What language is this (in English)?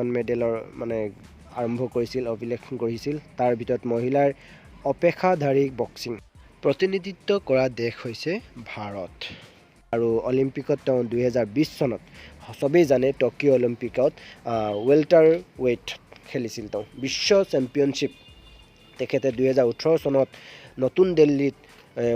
Assamese